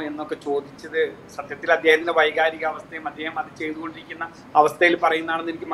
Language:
Malayalam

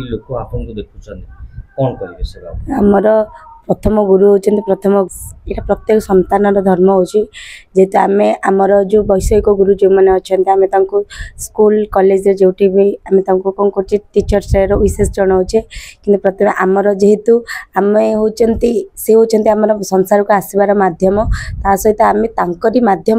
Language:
Odia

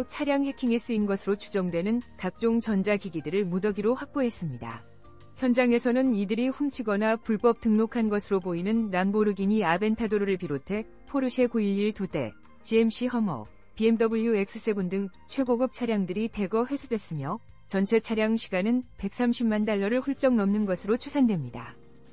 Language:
Korean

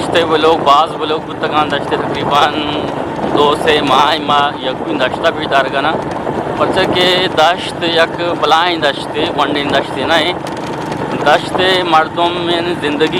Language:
Eastern Balochi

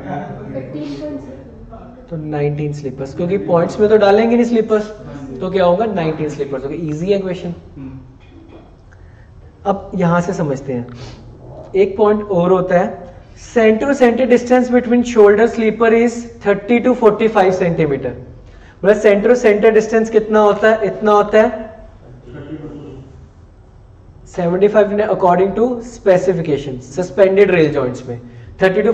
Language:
Hindi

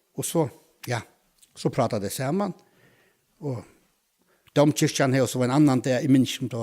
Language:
Faroese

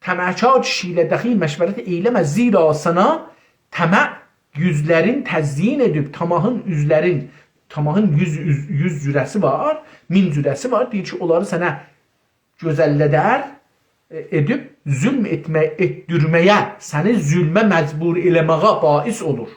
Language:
South Azerbaijani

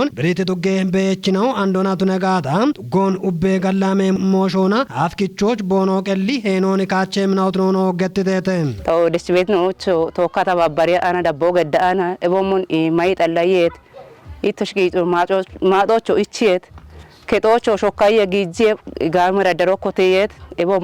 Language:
Kafa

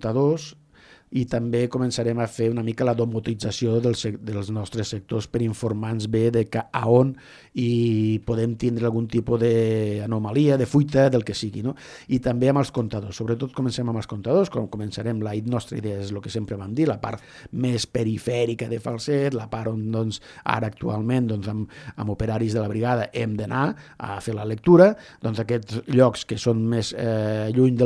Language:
Catalan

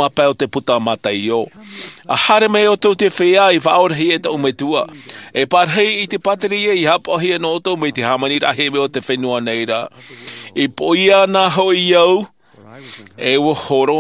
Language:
Tahitian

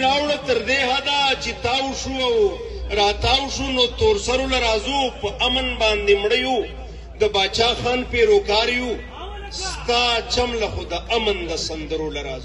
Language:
Pashto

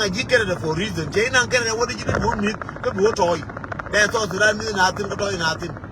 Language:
Nuer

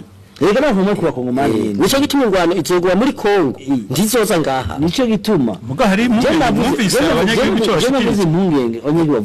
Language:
Rundi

